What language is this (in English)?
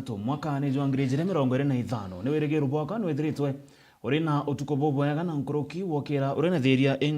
Meru